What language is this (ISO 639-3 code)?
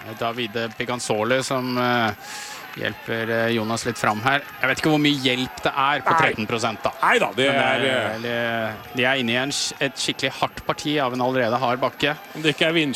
nor